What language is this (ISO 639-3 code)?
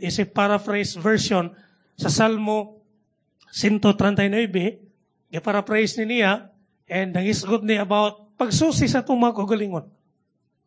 ceb